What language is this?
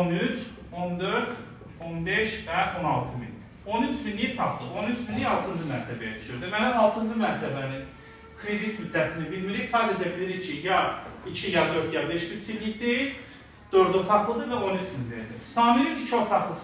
Azerbaijani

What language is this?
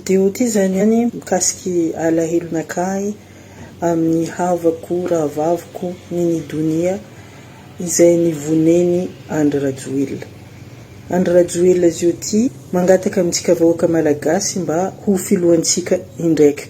Malagasy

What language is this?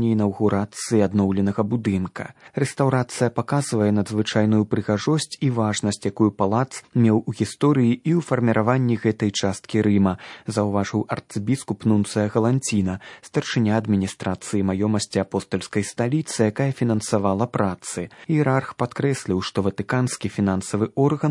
Belarusian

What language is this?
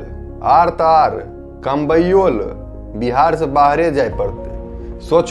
Maithili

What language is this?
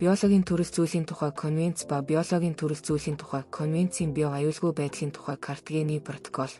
Mongolian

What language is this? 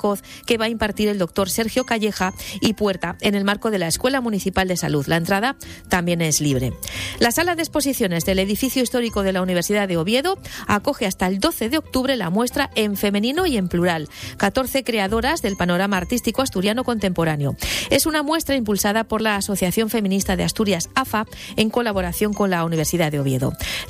Spanish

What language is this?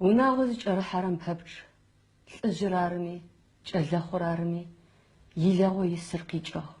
Adyghe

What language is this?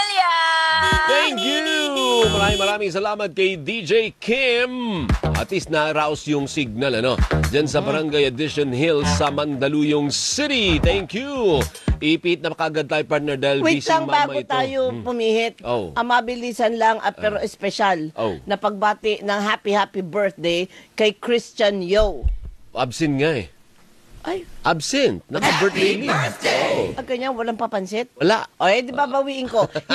Filipino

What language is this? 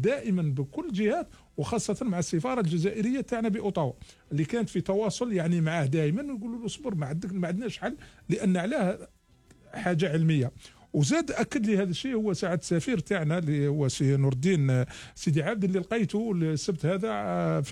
Algerian Arabic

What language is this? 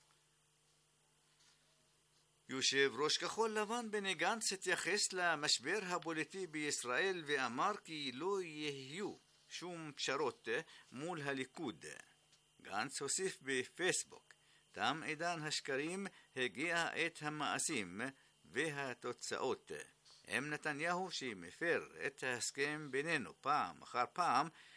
Hebrew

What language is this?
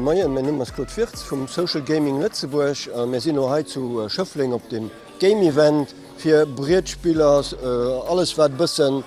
Luxembourgish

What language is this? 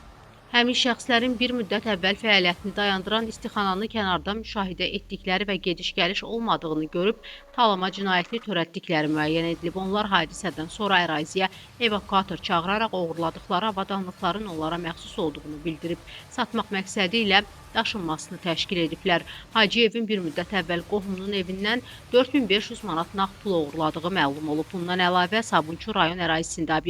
Azerbaijani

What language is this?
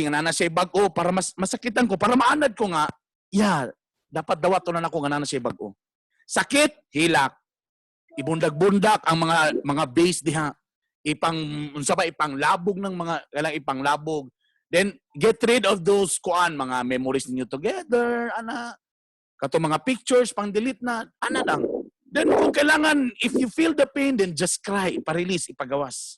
Cebuano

